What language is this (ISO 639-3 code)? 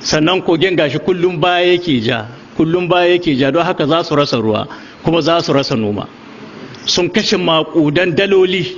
hau